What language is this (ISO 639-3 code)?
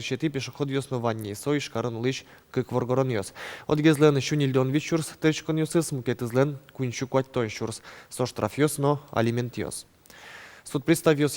udm